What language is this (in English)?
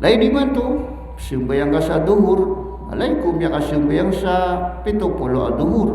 Maranao